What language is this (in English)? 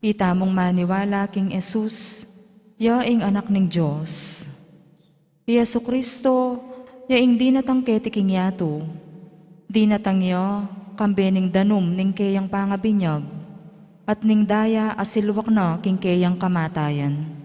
Pampanga